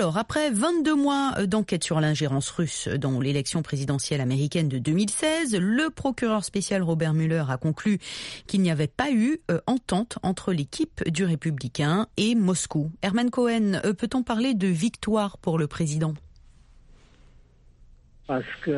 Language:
French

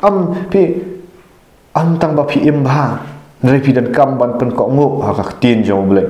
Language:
Khasi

